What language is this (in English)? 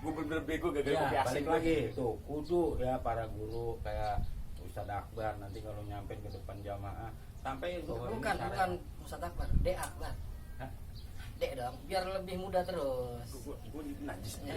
Betawi